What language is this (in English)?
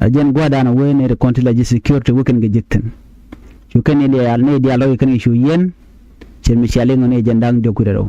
Nuer